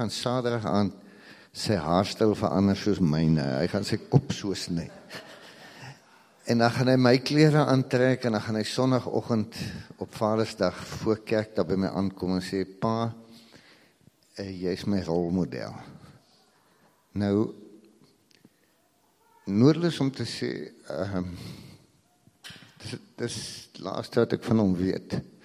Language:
Afrikaans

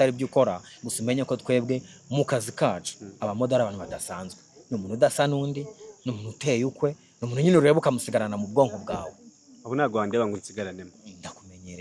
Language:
Kinyarwanda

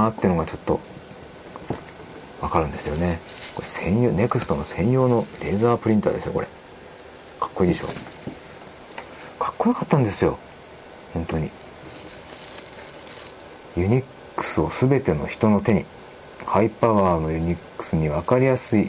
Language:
Japanese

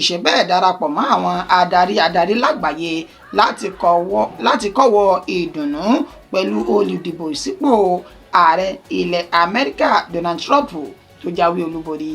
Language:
Yoruba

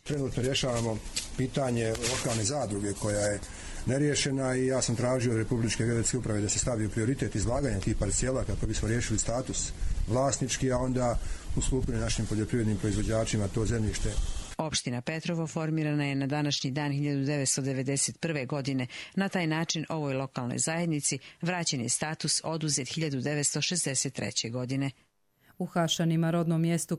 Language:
Bosnian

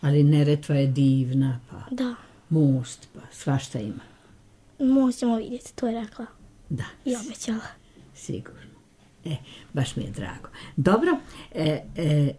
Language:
Serbian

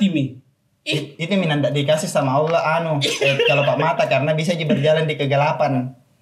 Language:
Makassar Malay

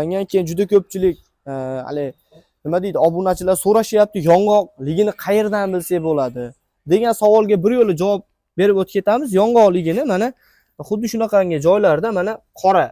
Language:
Uzbek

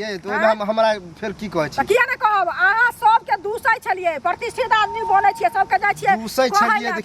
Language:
Maithili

